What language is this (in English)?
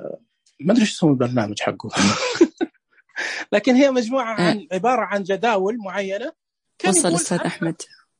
Najdi Arabic